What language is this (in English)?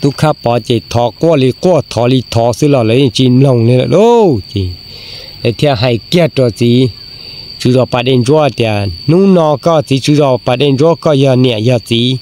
Hmong